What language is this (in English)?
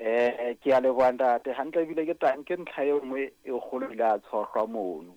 Southern Sotho